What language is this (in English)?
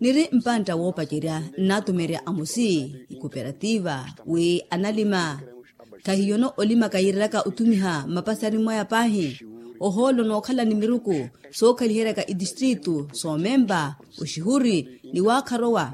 Makhuwa